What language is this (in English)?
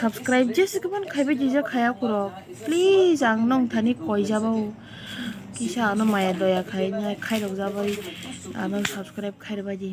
Kok Borok